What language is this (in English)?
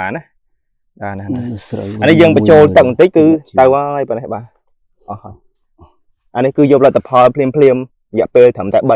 Khmer